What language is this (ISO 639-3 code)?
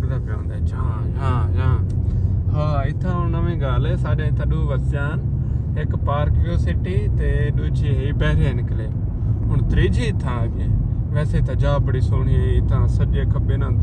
skr